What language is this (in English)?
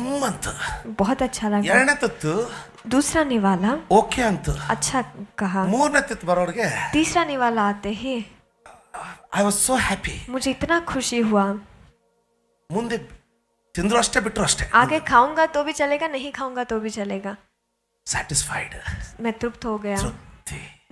Kannada